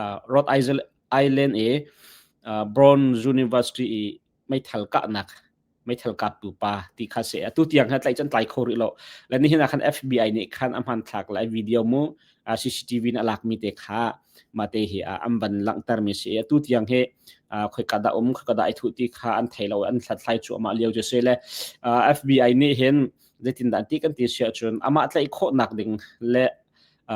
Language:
Hakha Chin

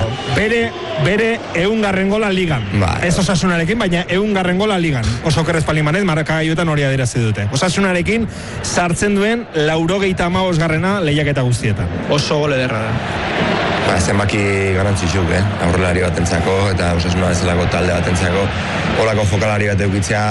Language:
Basque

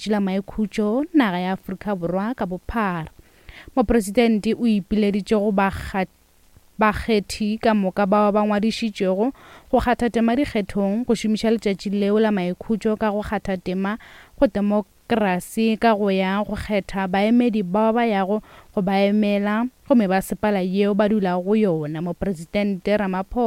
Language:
Northern Sotho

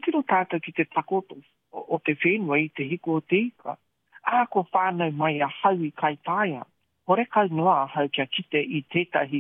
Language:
Māori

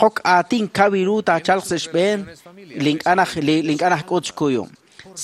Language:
Kekchí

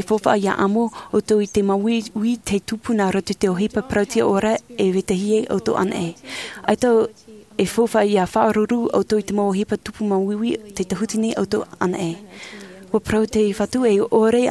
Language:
Tahitian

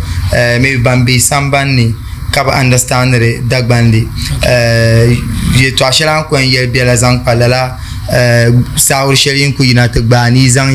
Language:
Dagbani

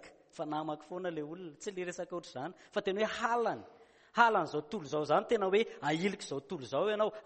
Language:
Malagasy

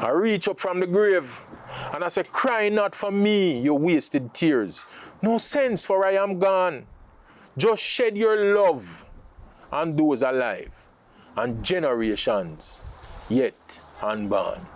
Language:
Jamaican Creole English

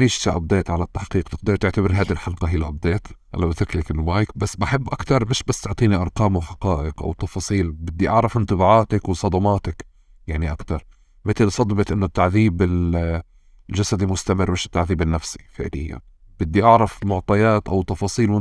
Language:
North Levantine Arabic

